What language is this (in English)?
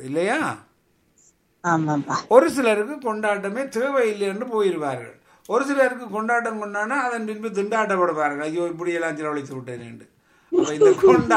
Tamil